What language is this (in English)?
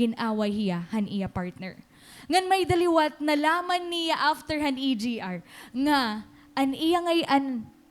Waray